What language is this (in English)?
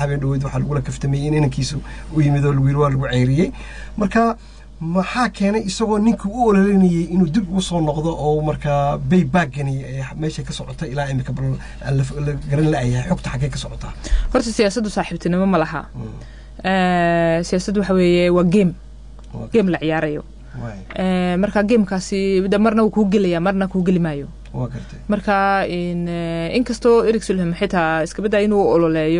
Somali